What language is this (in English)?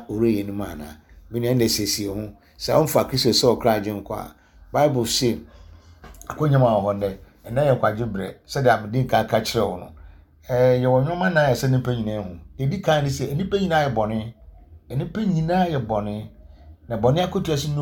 Akan